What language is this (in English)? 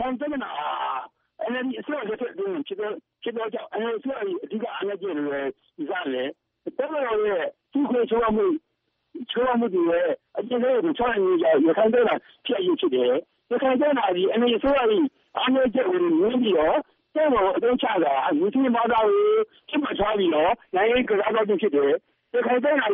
Burmese